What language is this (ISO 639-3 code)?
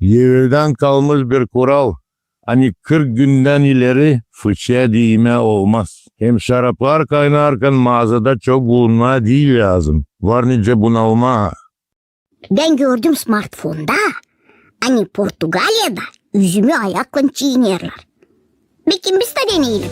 gag